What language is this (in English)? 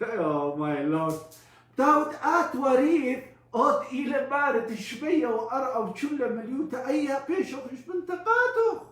Assyrian Neo-Aramaic